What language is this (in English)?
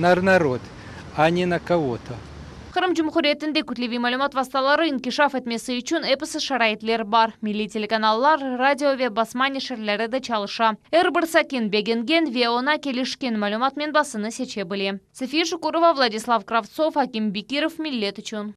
Crimean Tatar